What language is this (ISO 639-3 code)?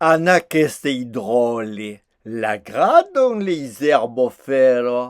oci